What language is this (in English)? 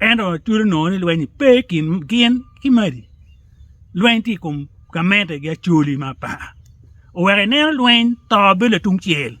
Acoli